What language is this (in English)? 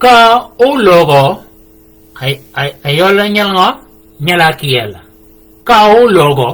Shilluk